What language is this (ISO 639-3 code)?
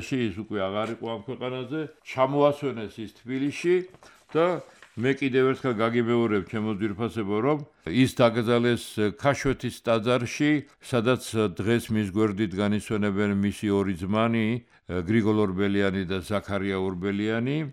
kat